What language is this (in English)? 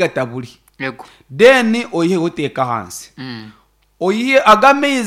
Nyankole